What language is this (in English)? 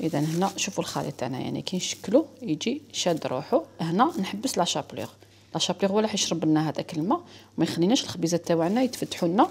Algerian Arabic